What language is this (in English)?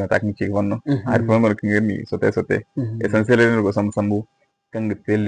Zarma